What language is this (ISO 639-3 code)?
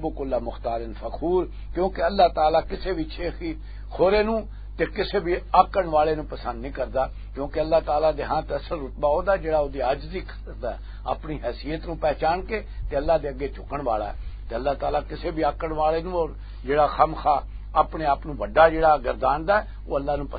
lah